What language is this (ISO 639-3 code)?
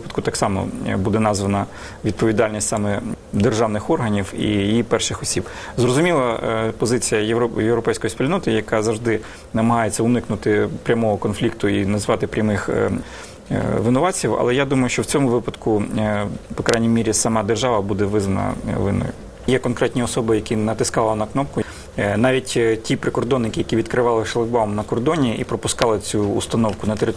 ukr